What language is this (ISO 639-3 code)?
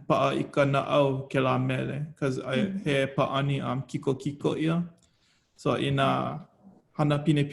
haw